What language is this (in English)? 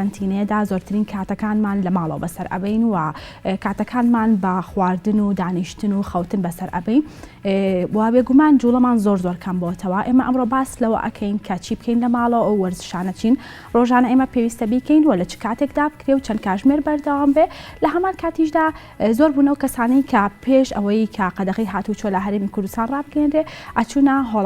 Central Kurdish